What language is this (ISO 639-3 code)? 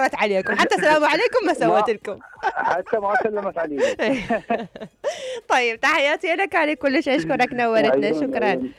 acm